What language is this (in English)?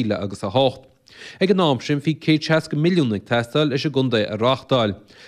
Irish